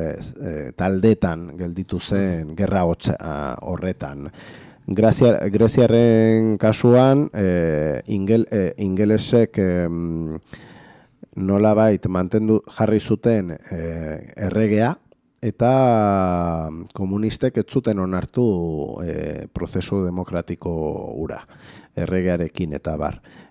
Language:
Basque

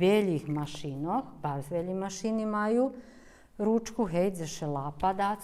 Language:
Rusyn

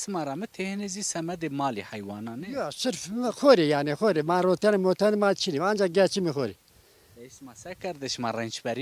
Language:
Zaza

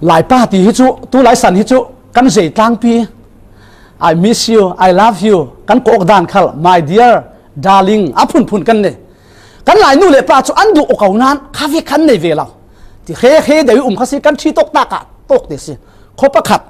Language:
Falam Chin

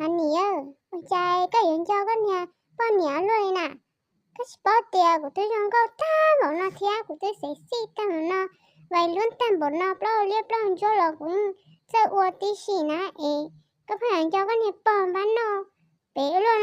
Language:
Hmong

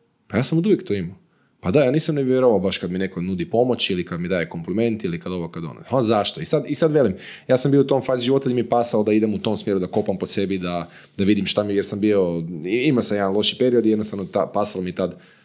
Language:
Croatian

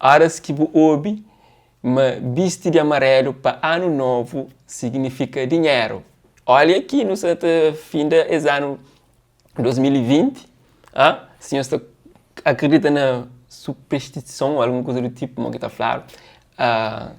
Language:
Kabuverdianu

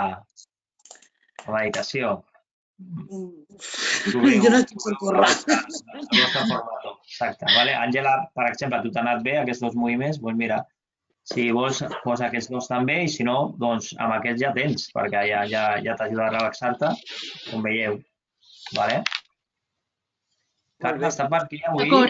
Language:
Catalan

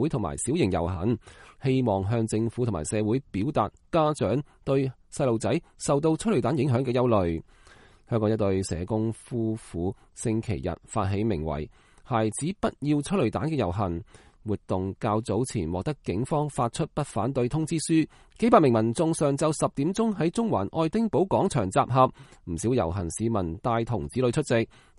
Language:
Cantonese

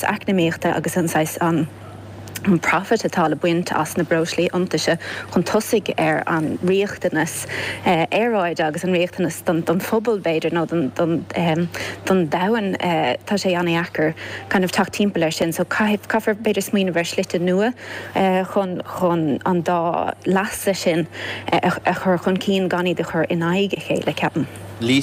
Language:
Irish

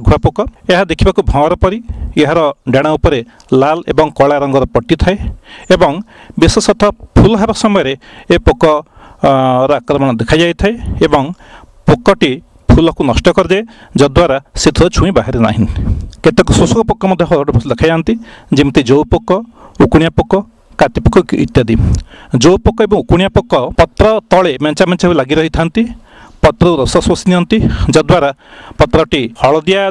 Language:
Odia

